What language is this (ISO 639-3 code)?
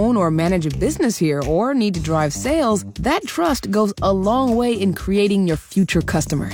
eng